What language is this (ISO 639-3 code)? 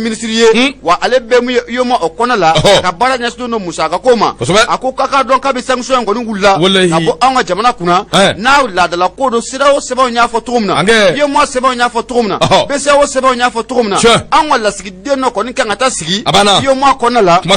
bam